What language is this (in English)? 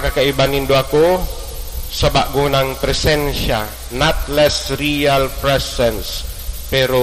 Bikol